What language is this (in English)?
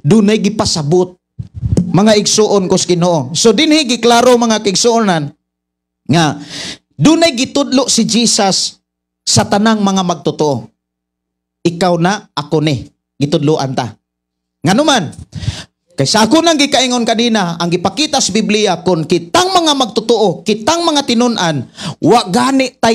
Cebuano